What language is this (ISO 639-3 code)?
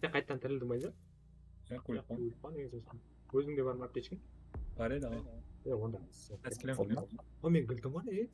kaa